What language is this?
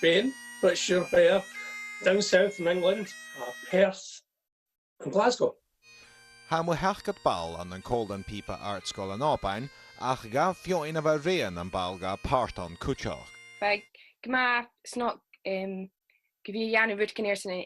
Scottish Gaelic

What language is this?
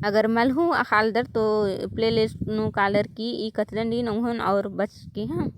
Kurukh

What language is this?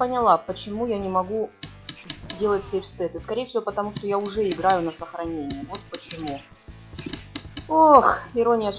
Russian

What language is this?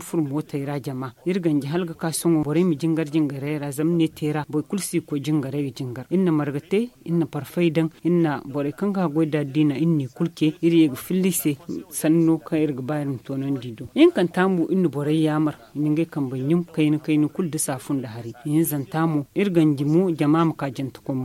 Zarma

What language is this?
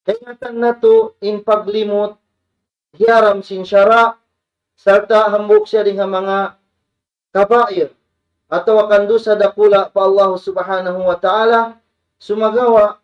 Tausug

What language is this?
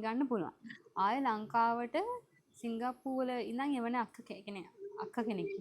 Sinhala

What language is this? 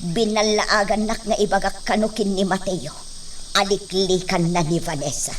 Iloko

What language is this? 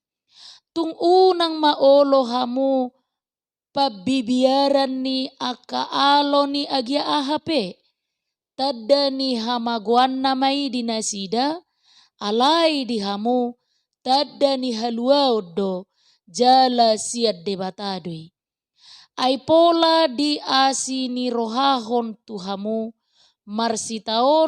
Batak Toba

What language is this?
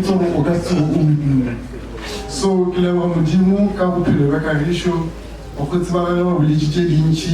Northern Sotho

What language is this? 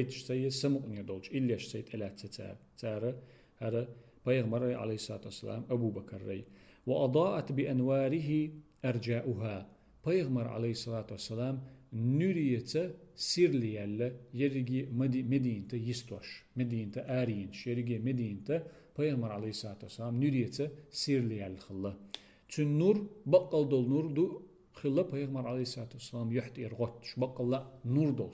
Chechen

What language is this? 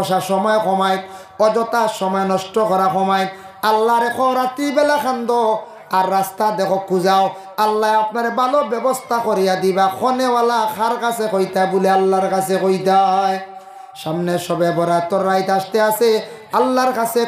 Sylheti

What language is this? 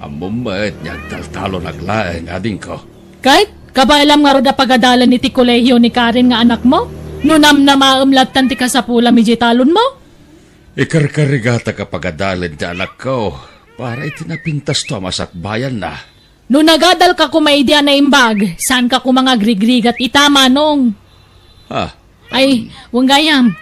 Iloko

